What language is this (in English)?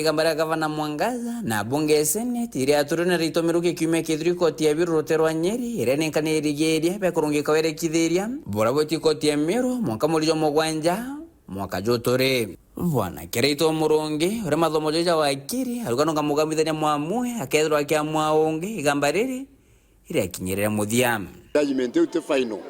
Meru